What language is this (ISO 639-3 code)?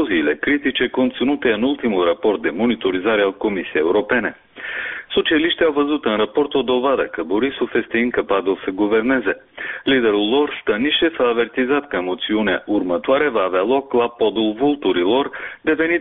ron